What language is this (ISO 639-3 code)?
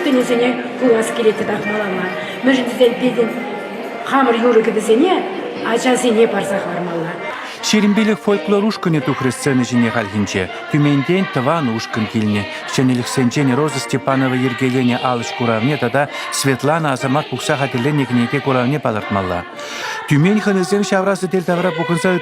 chv